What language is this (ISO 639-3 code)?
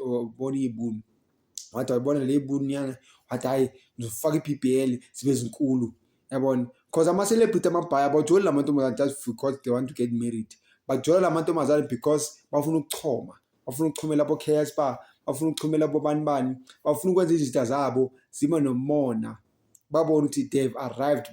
zul